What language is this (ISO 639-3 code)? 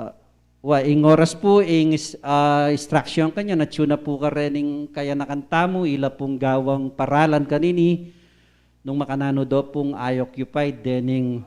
pam